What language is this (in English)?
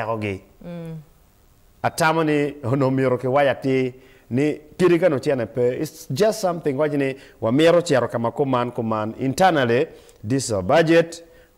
Acoli